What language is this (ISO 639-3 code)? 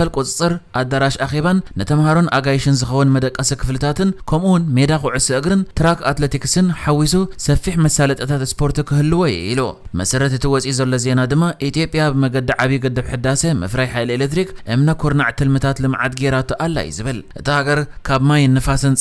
tir